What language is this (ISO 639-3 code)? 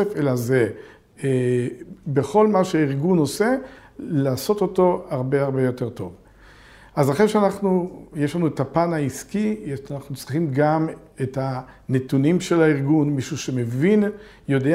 heb